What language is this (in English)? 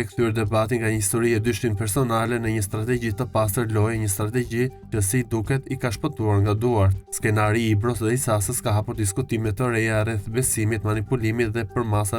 Albanian